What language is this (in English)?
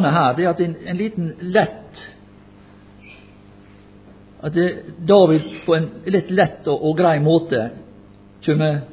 Norwegian